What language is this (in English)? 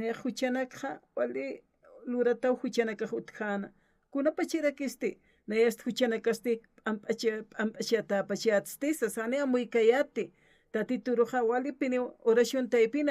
Aymara